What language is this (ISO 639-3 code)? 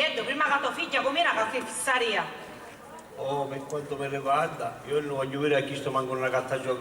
scn